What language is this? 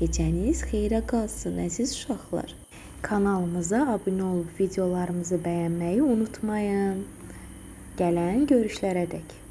Azerbaijani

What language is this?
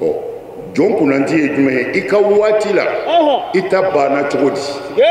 Bambara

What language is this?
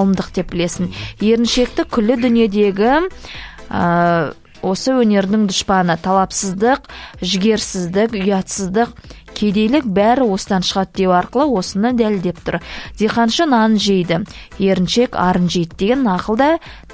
Kazakh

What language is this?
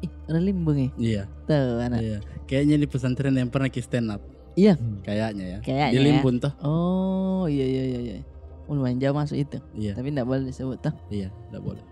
Makassar Malay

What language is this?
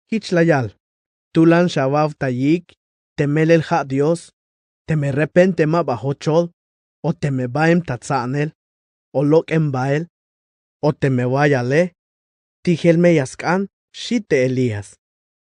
Tzeltal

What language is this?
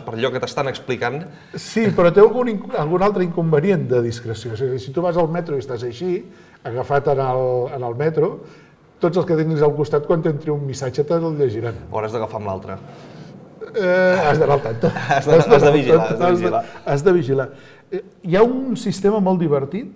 Catalan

